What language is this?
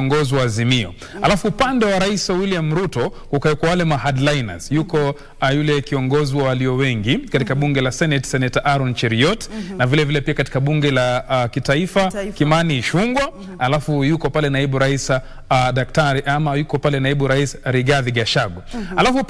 Swahili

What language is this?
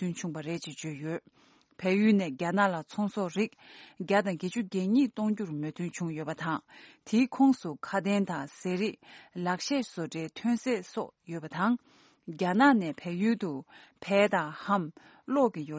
Tibetan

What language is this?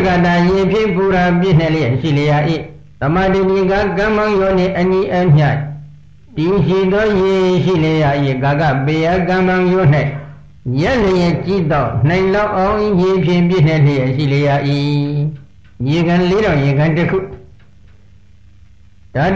Burmese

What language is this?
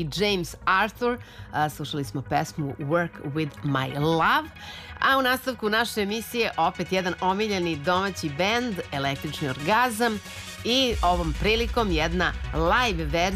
Serbian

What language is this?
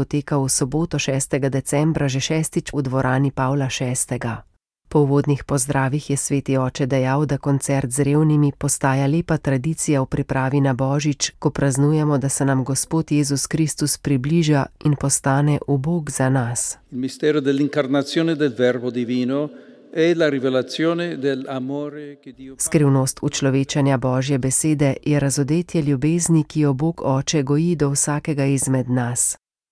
Slovenian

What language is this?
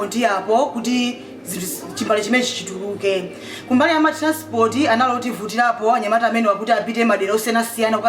Nyanja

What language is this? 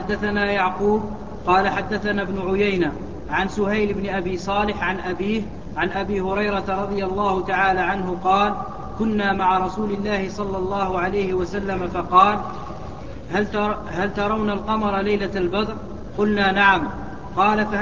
Arabic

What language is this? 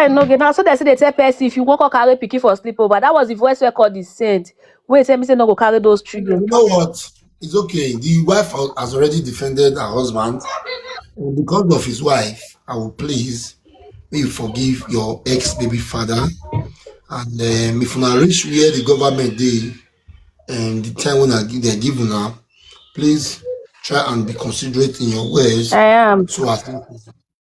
Nigerian Pidgin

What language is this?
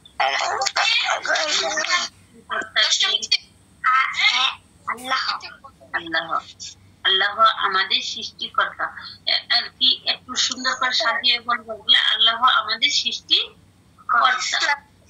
Bangla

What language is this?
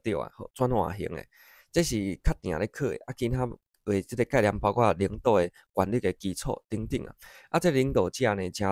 Min Nan Chinese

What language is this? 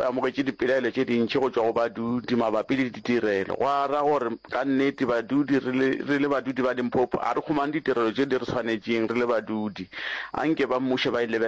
Northern Sotho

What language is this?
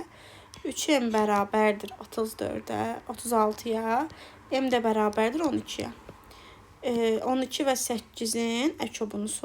Azerbaijani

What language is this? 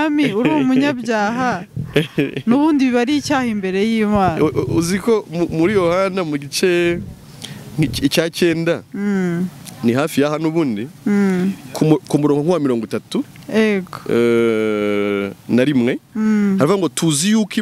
Kinyarwanda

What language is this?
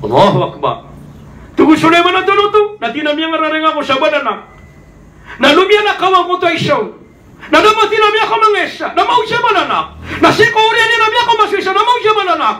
Maranao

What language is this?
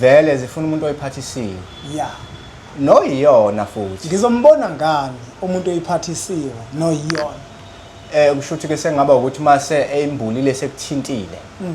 Zulu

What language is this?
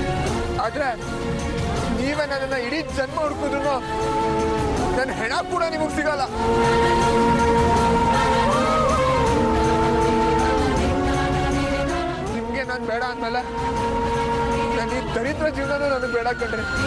Kannada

